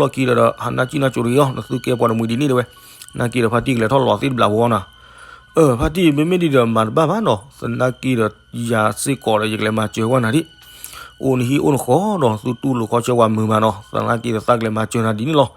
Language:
S'gaw Karen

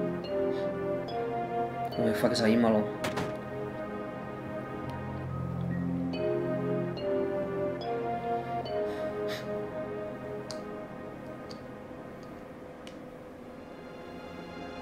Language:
Czech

